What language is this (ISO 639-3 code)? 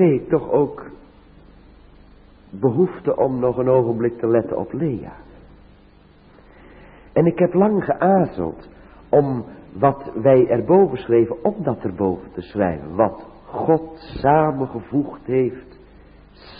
nld